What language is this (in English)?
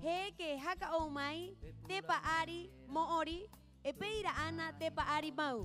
Rapanui